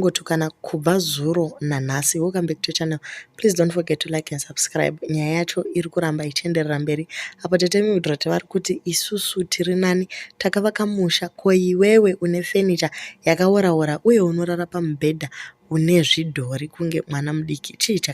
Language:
Shona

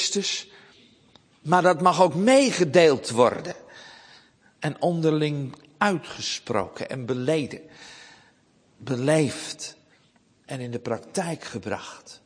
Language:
Dutch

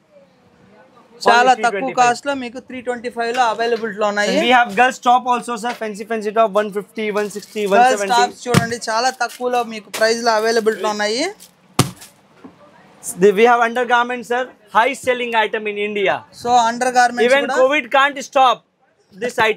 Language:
Telugu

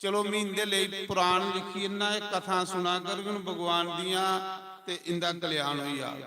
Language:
Dogri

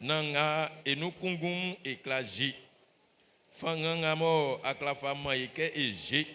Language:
Baoulé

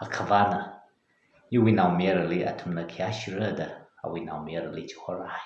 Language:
Tangkhul Naga (India)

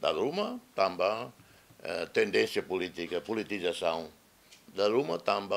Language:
Tetum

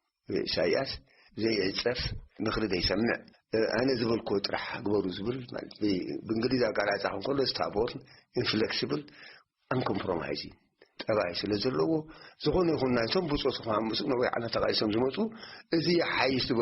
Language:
Tigrinya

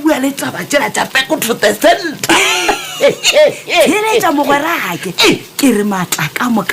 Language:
Northern Sotho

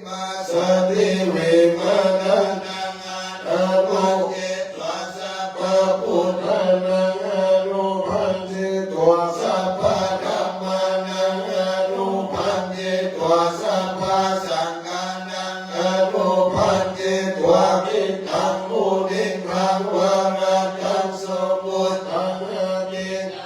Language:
Pali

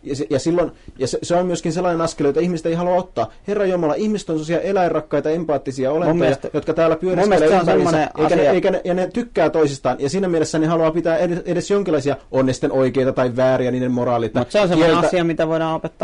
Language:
Finnish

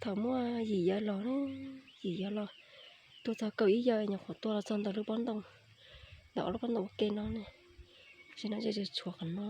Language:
Hmong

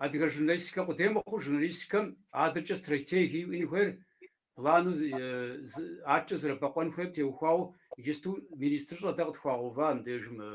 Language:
Kabardian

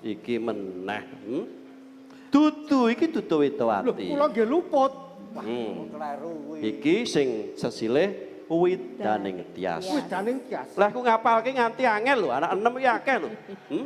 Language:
Javanese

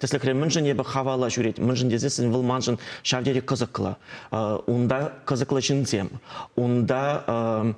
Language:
Chuvash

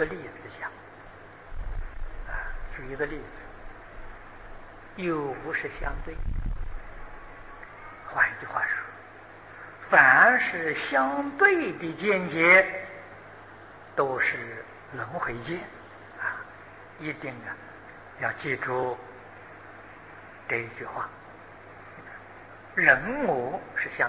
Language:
Chinese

